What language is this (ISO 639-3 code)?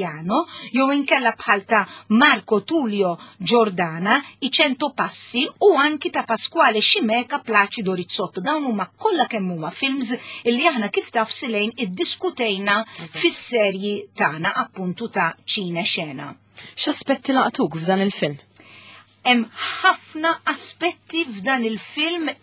mlt